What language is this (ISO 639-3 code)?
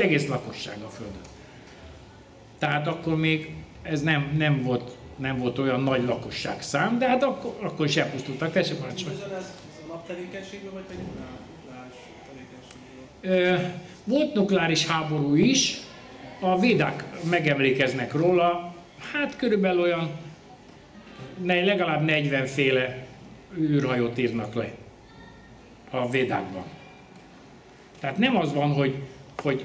hun